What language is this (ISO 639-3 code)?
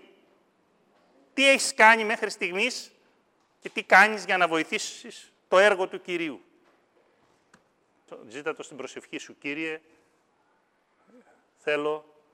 ell